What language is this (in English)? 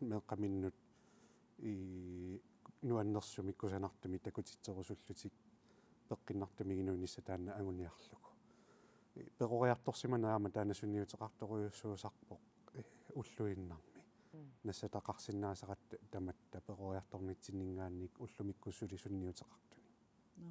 Kalaallisut